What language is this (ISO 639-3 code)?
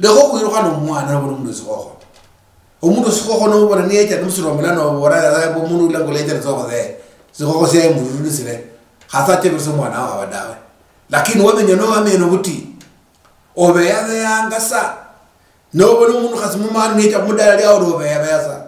luy